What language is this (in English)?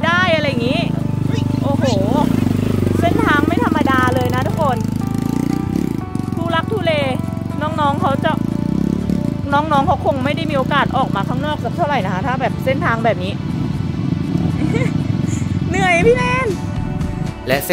Thai